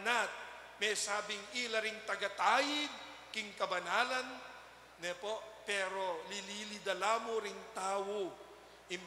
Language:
Pampanga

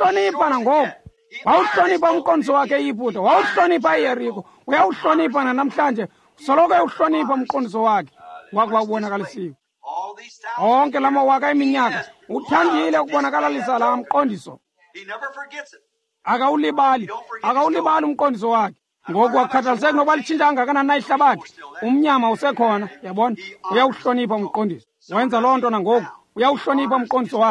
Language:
Xhosa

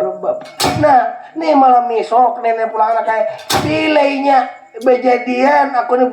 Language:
Banjar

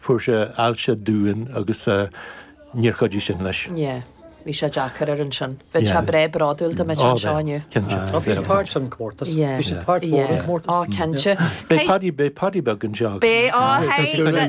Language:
Irish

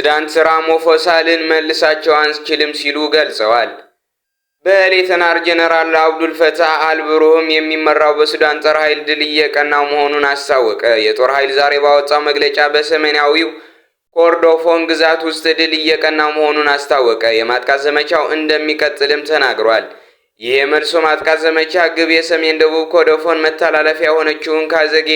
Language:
Amharic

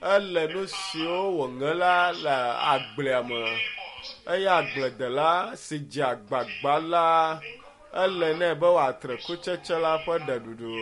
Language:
Ewe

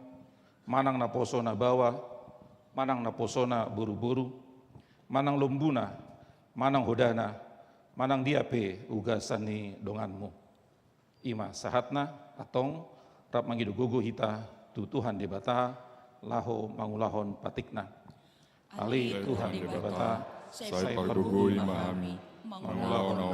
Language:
Batak Toba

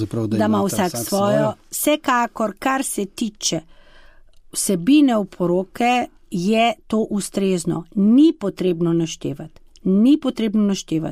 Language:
Slovenian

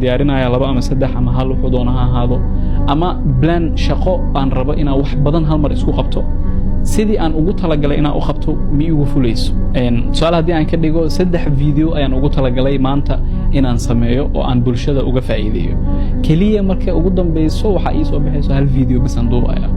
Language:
Somali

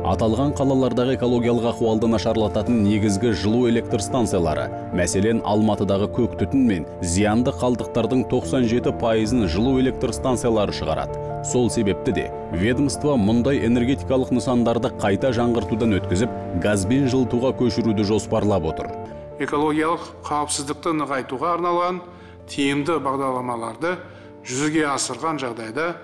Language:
Kazakh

